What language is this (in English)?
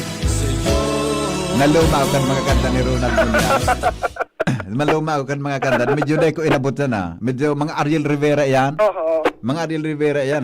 Bikol